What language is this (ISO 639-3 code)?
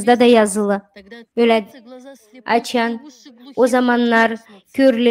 gag